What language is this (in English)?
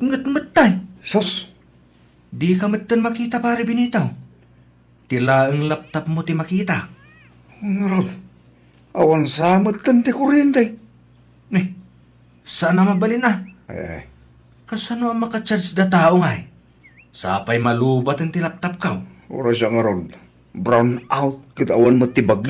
Iloko